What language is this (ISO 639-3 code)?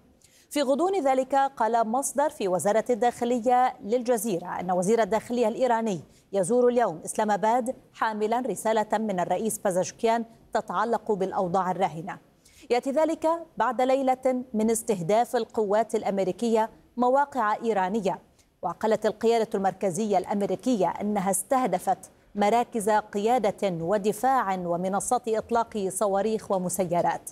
ara